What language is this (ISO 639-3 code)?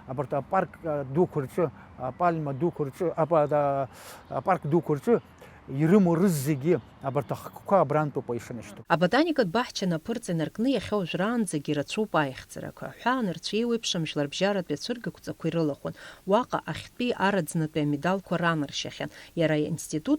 abk